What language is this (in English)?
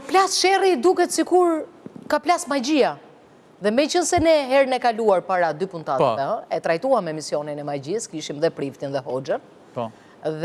Albanian